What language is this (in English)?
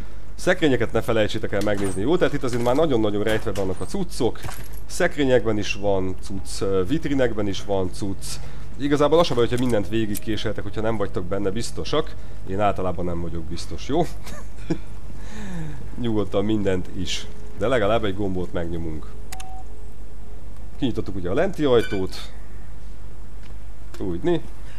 Hungarian